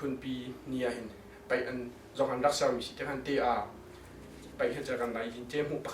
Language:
Hakha Chin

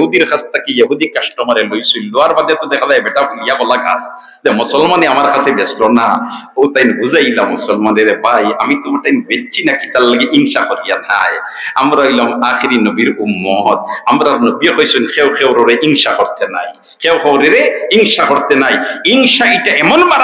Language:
Sylheti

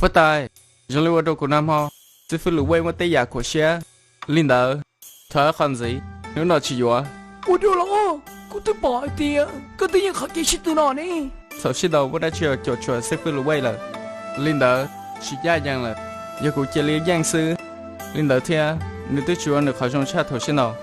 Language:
Hmong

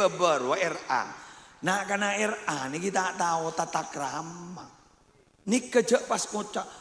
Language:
Madurese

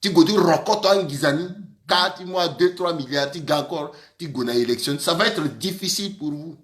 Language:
Sango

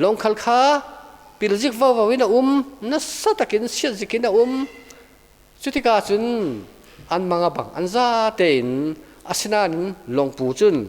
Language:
Falam Chin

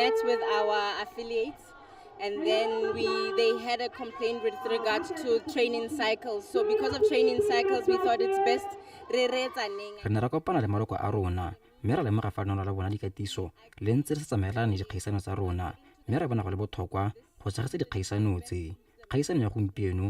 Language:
Tswana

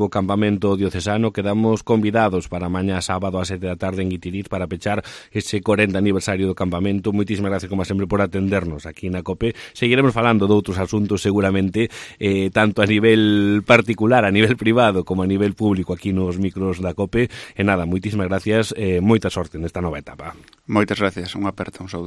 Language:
Galician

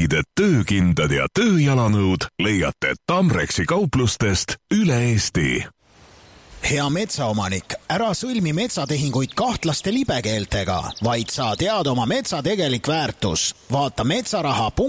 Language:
Estonian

